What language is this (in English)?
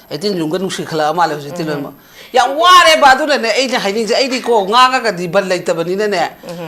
Manipuri